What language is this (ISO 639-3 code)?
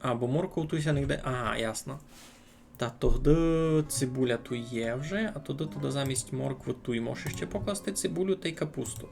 rue